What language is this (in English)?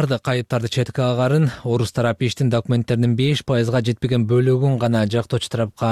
Kyrgyz